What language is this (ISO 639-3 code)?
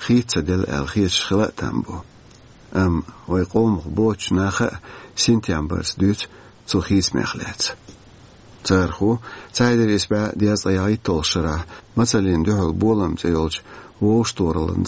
che